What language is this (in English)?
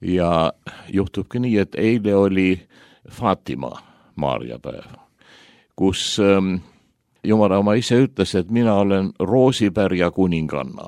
Estonian